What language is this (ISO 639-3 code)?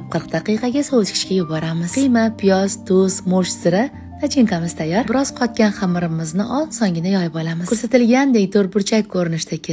uzb